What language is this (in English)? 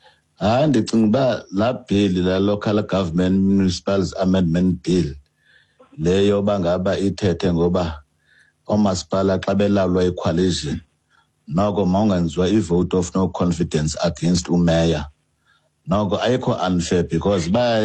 Xhosa